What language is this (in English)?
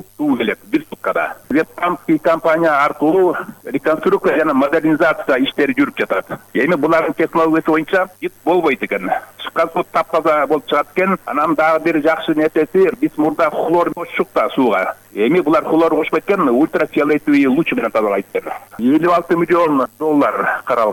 Kyrgyz